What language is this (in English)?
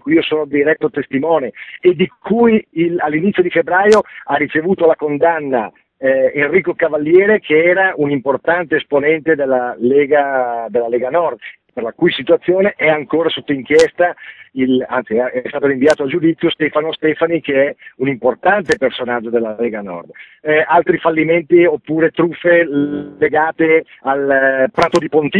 Italian